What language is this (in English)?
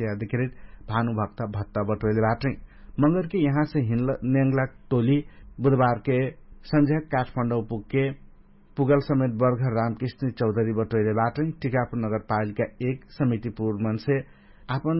Dangaura Tharu